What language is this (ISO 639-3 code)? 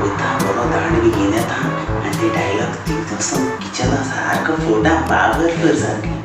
kok